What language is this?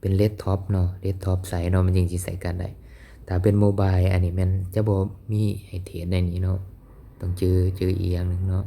Lao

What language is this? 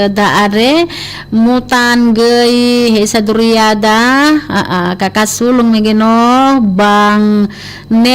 Nias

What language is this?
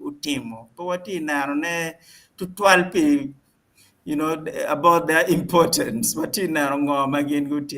Acoli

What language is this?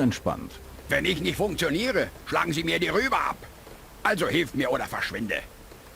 Bavarian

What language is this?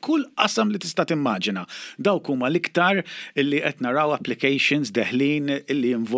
Maltese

